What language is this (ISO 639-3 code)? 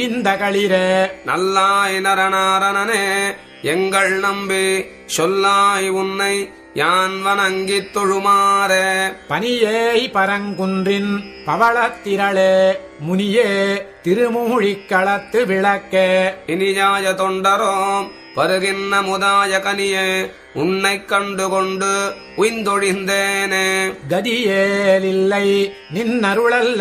tam